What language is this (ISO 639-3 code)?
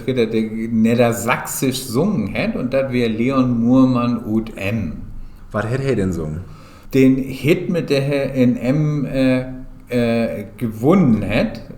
nds